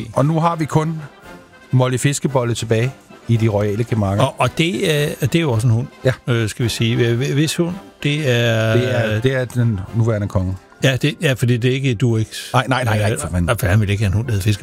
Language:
Danish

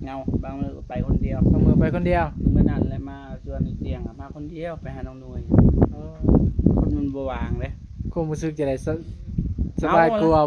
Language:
Northeastern Thai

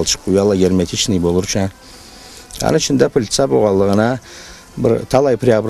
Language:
Karachay-Balkar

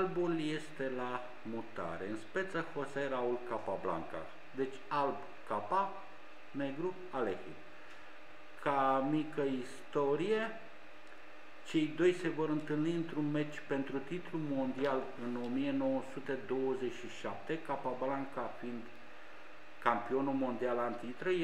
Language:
Romanian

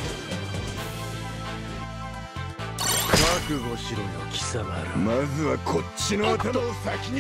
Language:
Japanese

